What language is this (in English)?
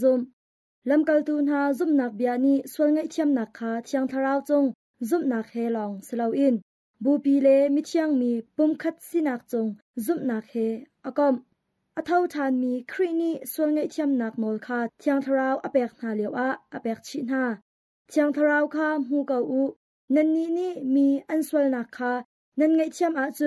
Hakha Chin